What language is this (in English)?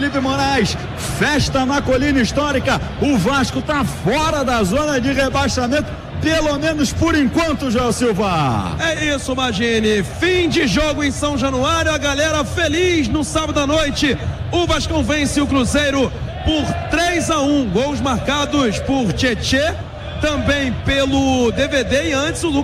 Portuguese